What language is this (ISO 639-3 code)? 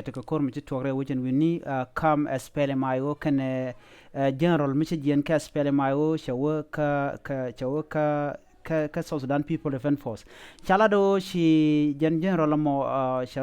nus